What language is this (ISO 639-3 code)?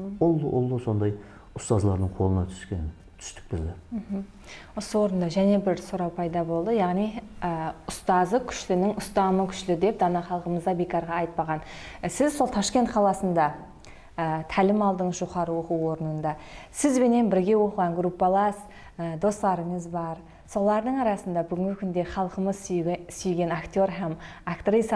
kaa